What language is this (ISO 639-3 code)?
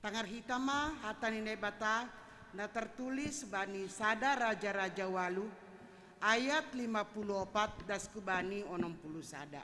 bts